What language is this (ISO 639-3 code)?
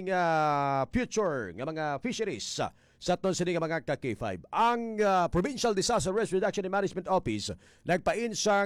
hil